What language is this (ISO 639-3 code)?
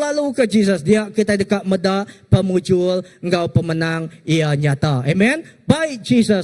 iba